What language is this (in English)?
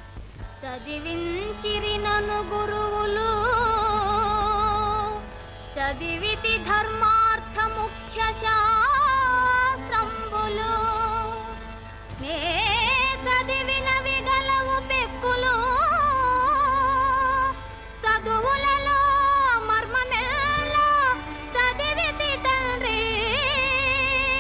Telugu